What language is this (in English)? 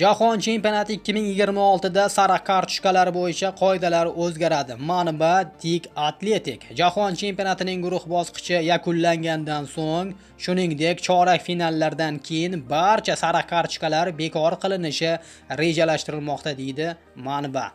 Uzbek